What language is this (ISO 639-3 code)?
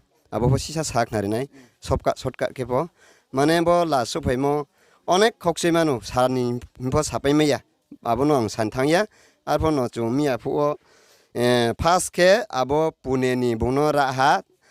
ria